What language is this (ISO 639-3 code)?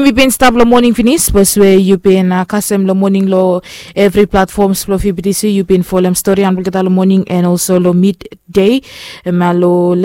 bis